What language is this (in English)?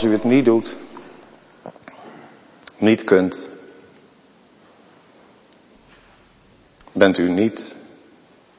Dutch